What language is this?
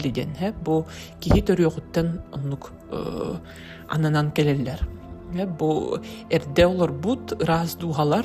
Yakut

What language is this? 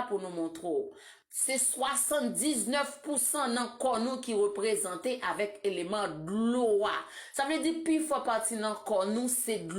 Haitian Creole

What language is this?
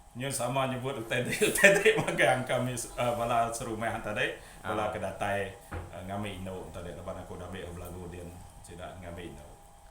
Iban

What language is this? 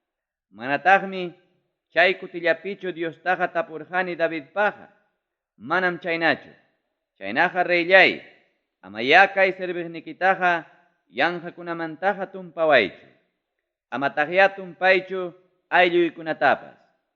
Ayacucho Quechua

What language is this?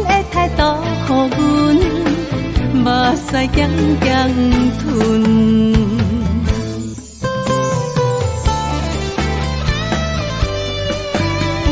Min Nan Chinese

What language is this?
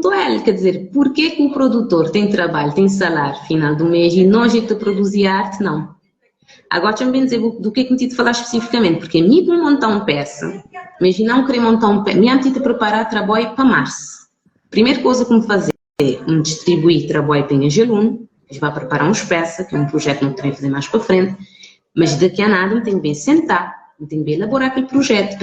Kabuverdianu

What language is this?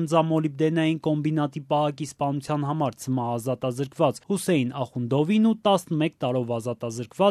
Armenian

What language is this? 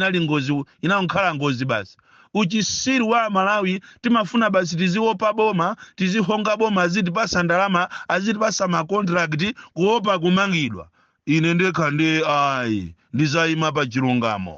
Nyanja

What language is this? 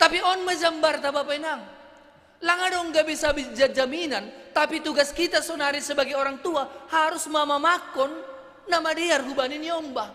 Batak Simalungun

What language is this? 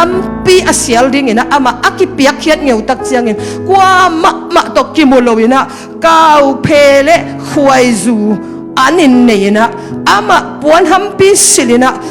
Tedim Chin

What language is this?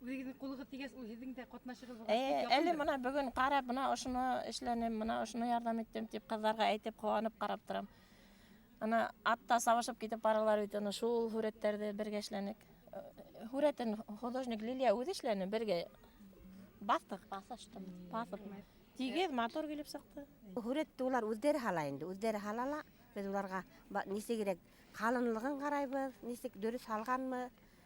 Bashkir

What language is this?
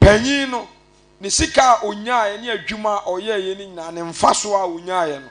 Akan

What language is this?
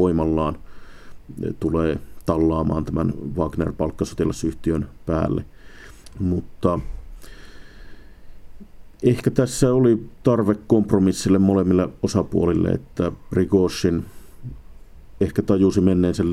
Finnish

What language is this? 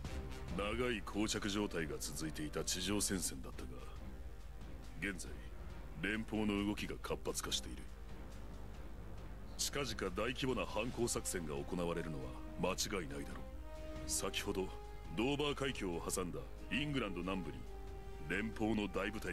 Japanese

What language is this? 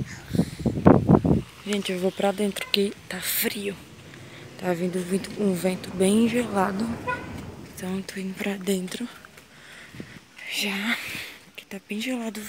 Portuguese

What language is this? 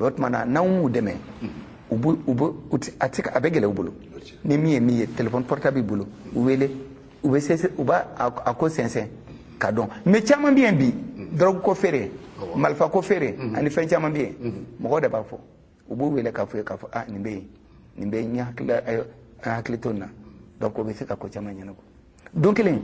Bambara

